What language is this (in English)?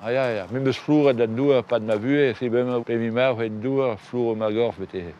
Breton